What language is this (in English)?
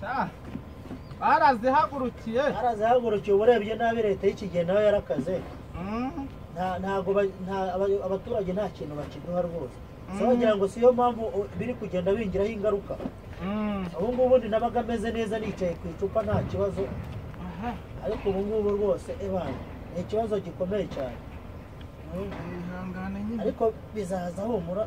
Kinyarwanda